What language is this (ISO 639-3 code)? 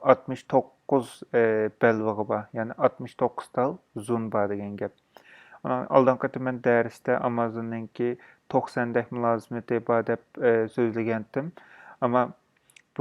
uig